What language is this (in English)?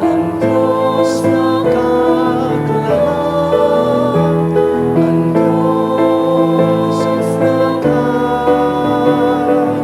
Bikol